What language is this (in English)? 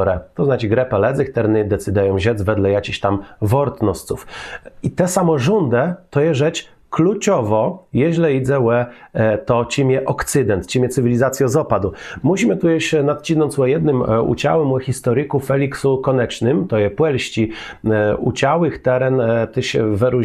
Kashubian